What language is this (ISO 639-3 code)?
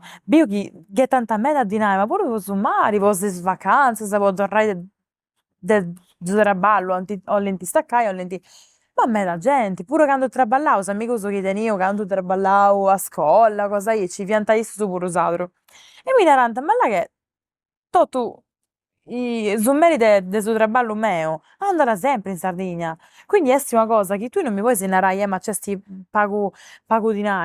srd